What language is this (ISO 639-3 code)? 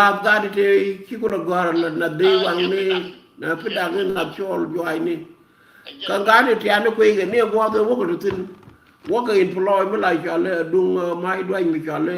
nus